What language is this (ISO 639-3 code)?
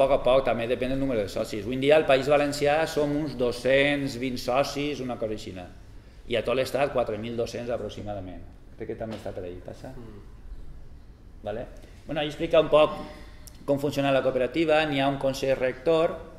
cat